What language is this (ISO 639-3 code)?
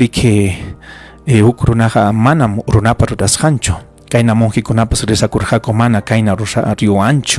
quy